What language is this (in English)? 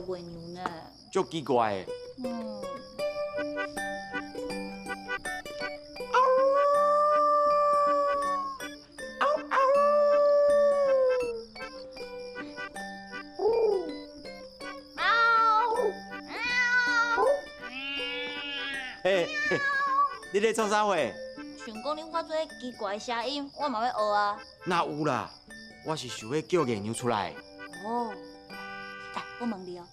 Min Nan Chinese